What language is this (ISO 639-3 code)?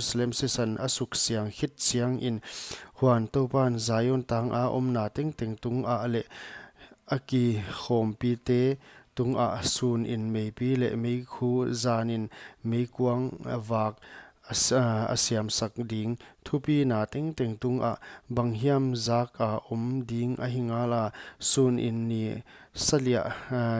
pck